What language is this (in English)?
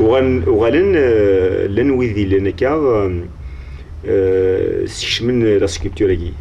Kabyle